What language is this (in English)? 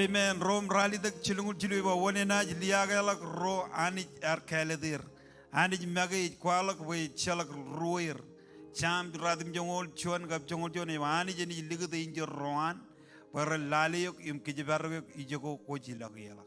Marshallese